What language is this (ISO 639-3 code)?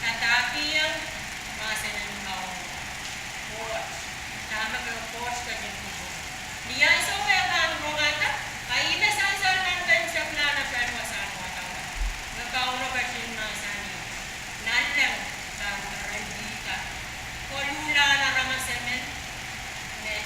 pon